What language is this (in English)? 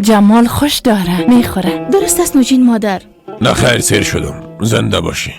Persian